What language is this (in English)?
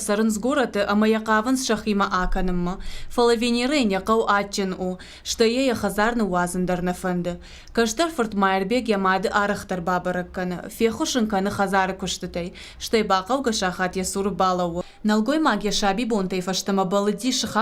Ossetic